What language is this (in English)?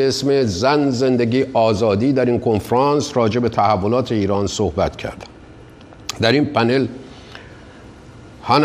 Persian